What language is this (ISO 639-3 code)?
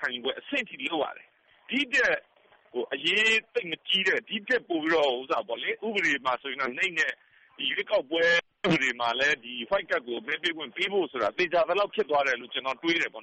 mya